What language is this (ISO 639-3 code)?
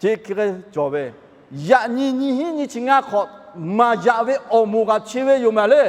lhu